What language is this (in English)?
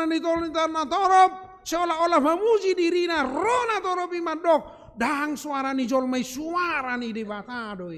Batak Toba